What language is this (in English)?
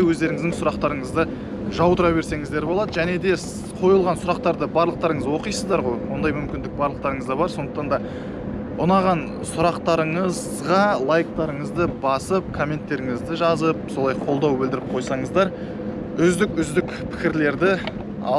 Kazakh